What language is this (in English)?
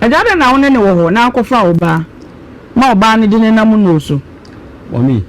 Akan